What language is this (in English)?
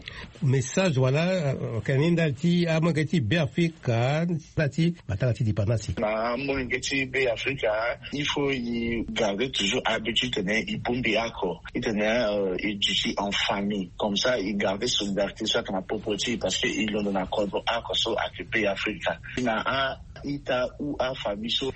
Sango